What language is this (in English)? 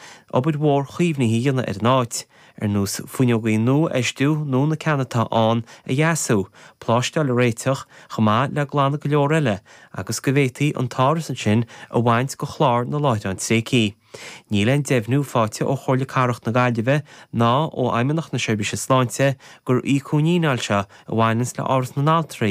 Irish